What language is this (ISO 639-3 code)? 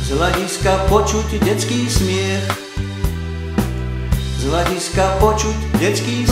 slk